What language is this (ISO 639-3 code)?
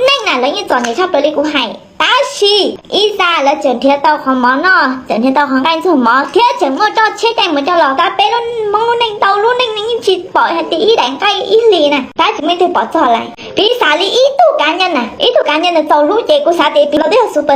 hmn